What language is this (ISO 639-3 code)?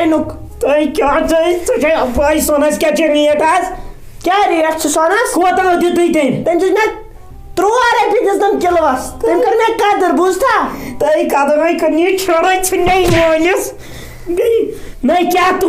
kas